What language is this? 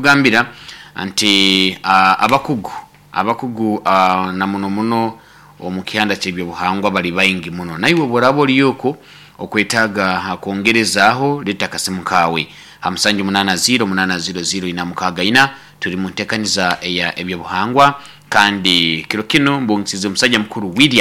Nyoro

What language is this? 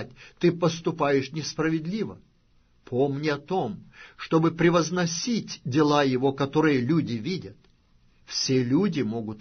Russian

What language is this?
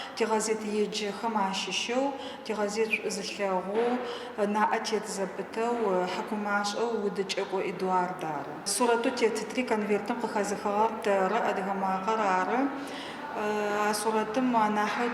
Adyghe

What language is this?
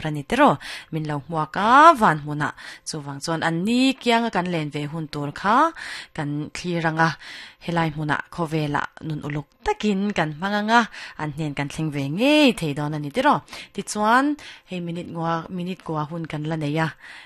Mizo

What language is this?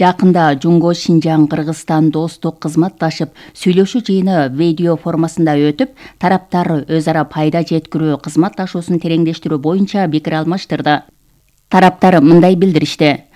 Kyrgyz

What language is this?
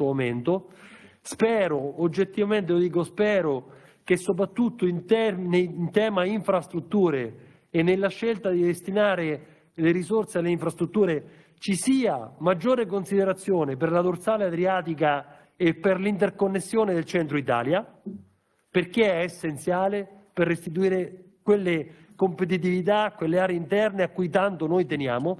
Italian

